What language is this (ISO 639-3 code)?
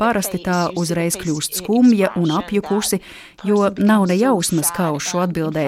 lav